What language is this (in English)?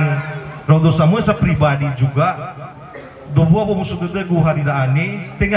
Nias